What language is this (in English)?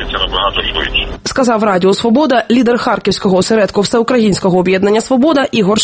Ukrainian